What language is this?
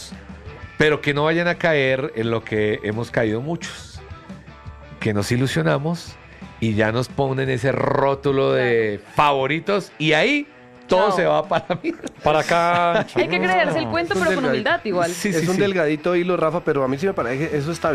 Spanish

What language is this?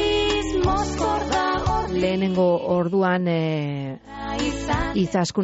Basque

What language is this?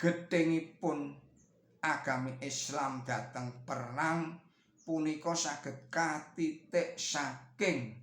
Javanese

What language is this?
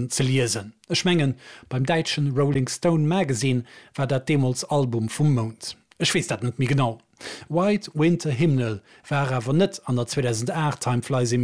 Luxembourgish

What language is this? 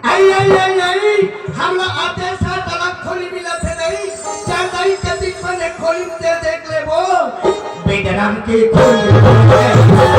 Chhattisgarhi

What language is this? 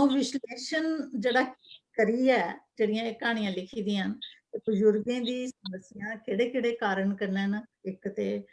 Dogri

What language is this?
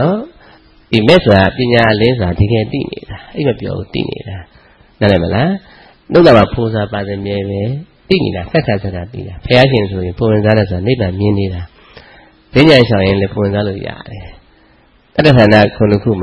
Burmese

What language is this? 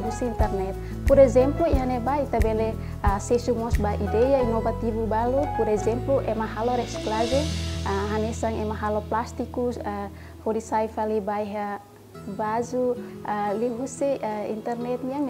Tetum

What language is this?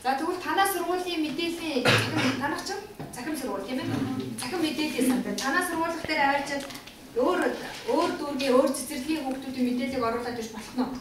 Mongolian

